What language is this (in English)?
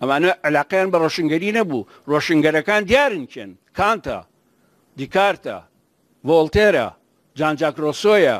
Central Kurdish